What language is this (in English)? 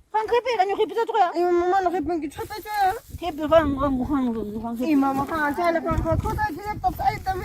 Ayacucho Quechua